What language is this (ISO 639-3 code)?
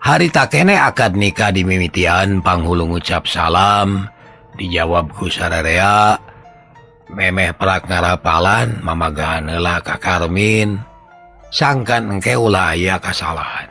sun